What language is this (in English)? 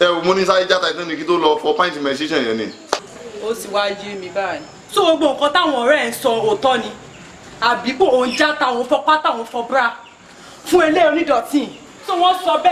Yoruba